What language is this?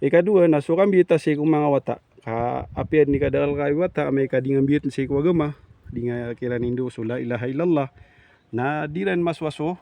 Maranao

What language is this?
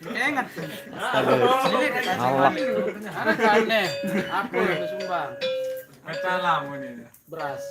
Sasak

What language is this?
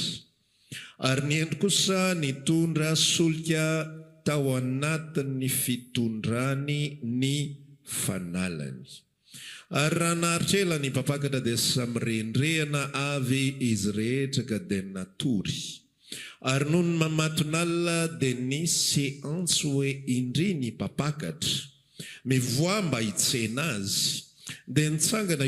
Malagasy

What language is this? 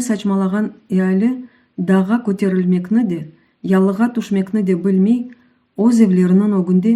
Crimean Tatar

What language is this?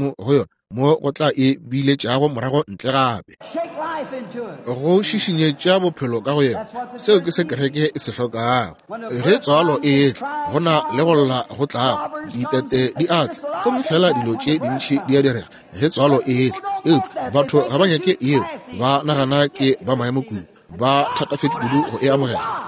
Northern Sotho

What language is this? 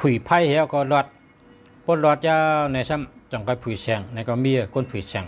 Shan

